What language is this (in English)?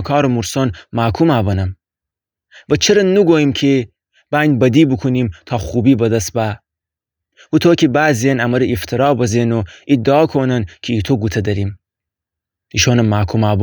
Gilaki